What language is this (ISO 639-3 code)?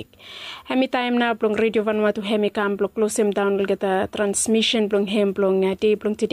bis